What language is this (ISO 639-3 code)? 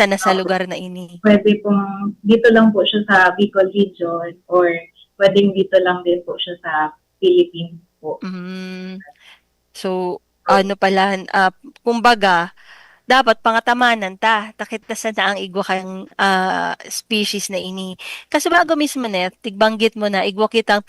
bik